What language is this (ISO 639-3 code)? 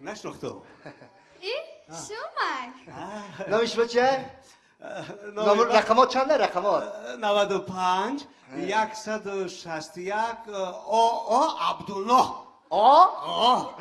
tgk